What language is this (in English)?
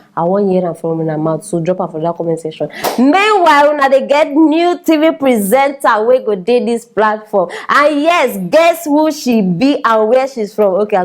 Nigerian Pidgin